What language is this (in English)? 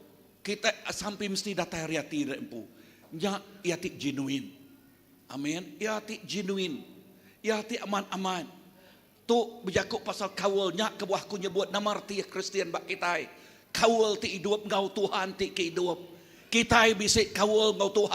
Iban